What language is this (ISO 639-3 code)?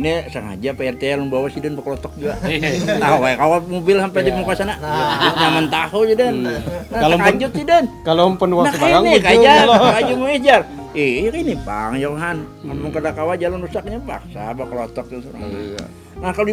bjn